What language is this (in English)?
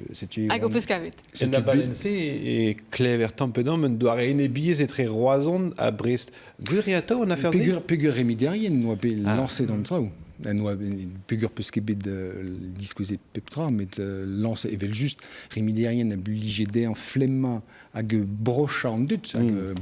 Breton